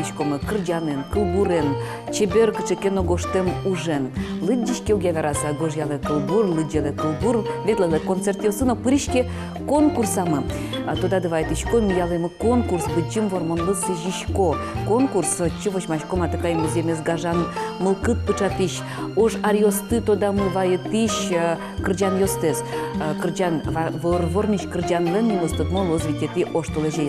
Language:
Udmurt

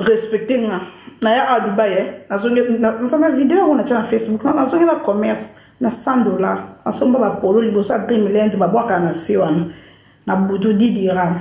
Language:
Lingala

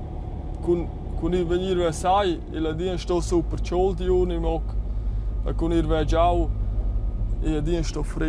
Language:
Romansh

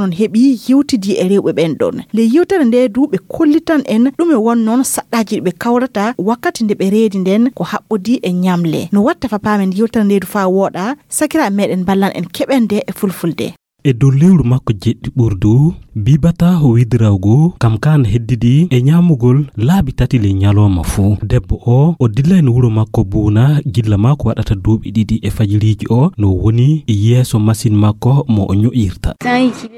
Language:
Fula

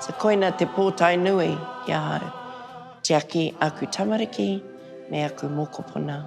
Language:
Māori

